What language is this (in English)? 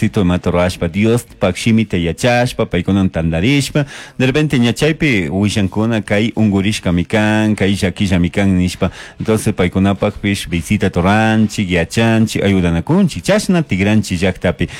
Chimborazo Highland Quichua